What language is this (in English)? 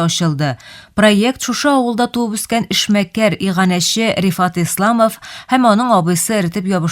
Tatar